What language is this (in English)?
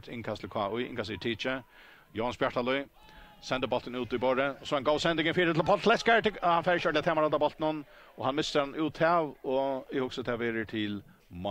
Faroese